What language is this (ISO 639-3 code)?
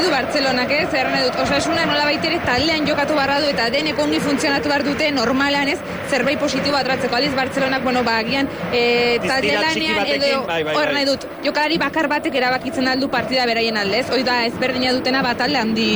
eus